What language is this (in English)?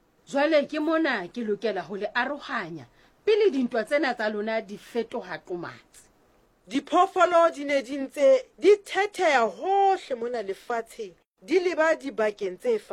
Southern Sotho